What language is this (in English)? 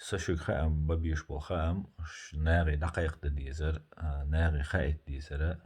Chechen